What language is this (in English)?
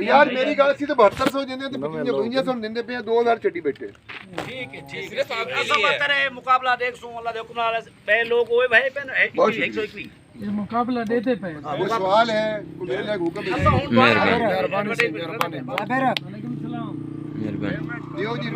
Saraiki